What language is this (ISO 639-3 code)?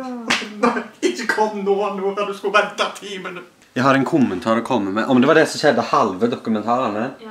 nor